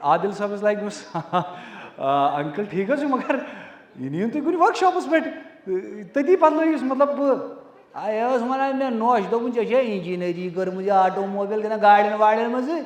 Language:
Kashmiri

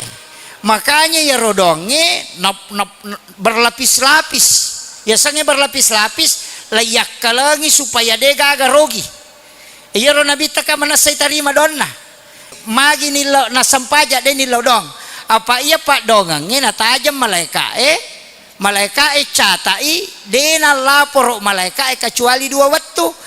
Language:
Buginese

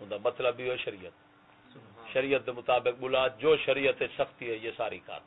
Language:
Saraiki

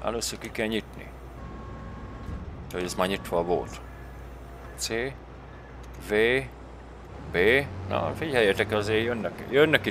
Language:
Hungarian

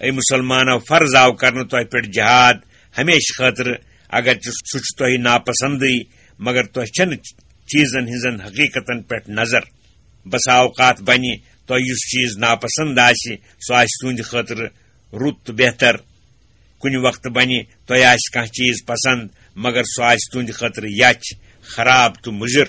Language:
Kashmiri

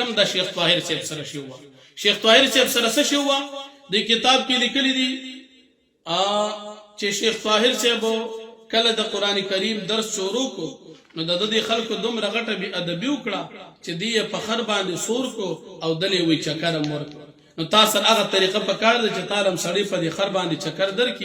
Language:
Pashto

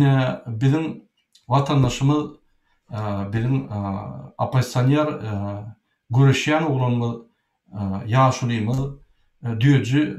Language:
Turkmen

